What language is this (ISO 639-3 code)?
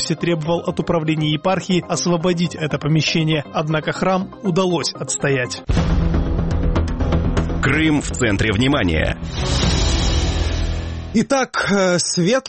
rus